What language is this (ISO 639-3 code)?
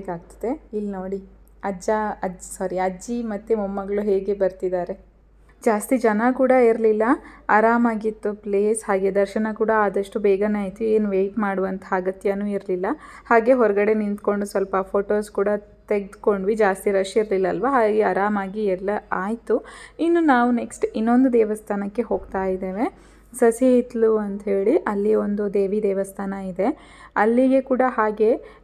kan